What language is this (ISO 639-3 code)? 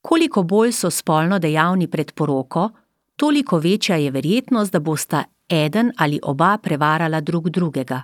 slv